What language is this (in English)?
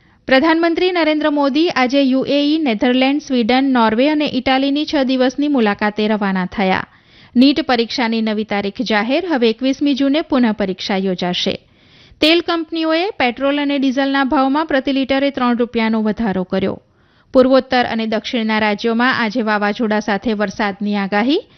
Gujarati